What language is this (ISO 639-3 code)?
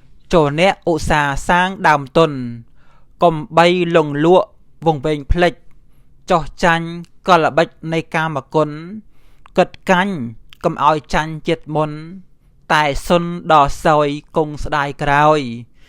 khm